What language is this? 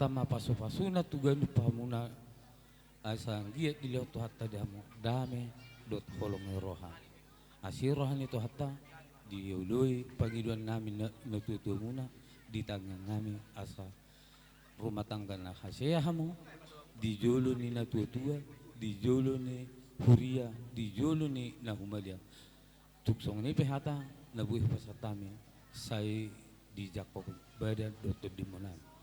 Batak Toba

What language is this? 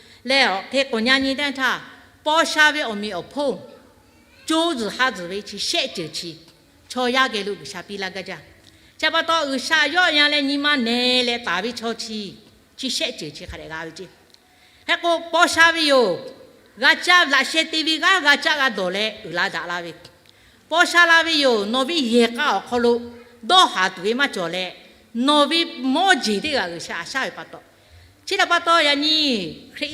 Lahu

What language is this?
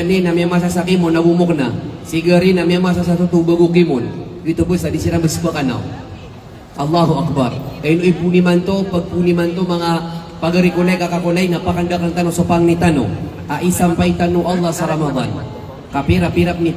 Maranao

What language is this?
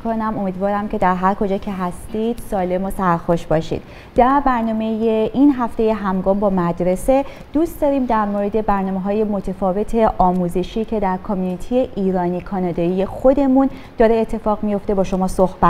Persian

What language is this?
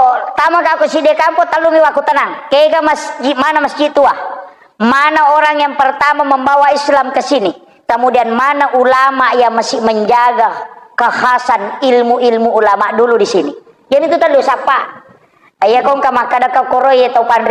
Buginese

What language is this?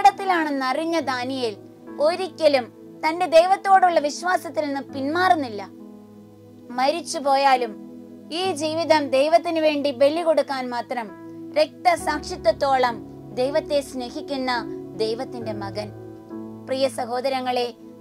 Malayalam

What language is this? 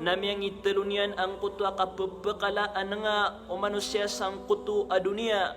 Maranao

